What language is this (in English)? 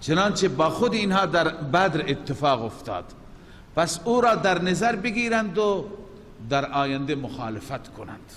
Persian